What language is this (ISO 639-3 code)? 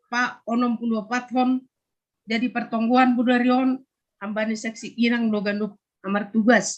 bts